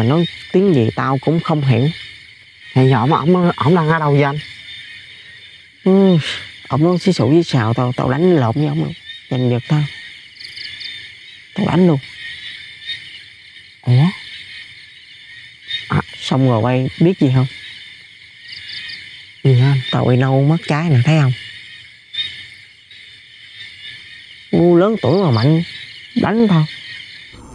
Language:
Vietnamese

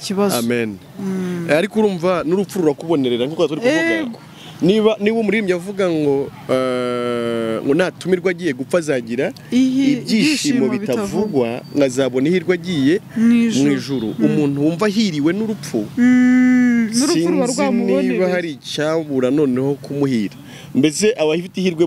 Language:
Kinyarwanda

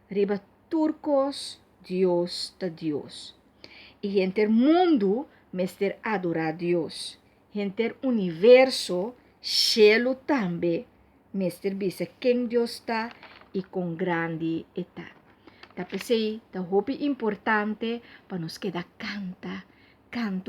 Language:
Papiamento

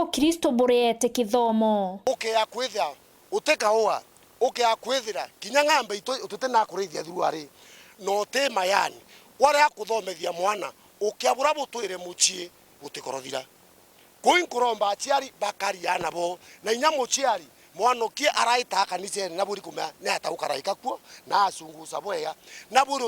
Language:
Meru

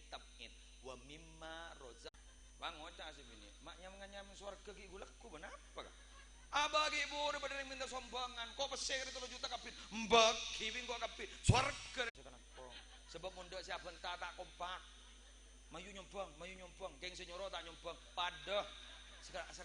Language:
Madurese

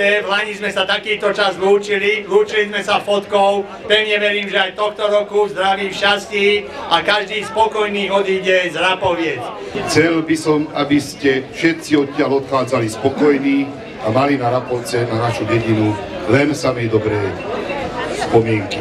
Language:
Slovak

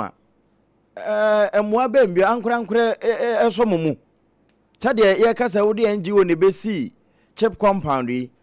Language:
Akan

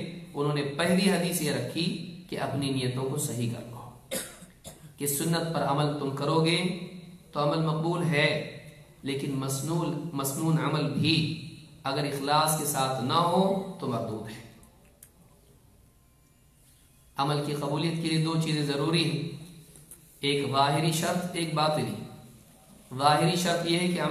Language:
Urdu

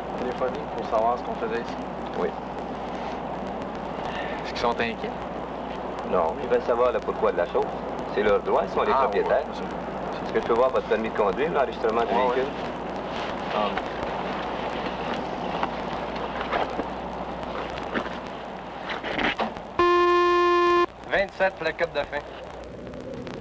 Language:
French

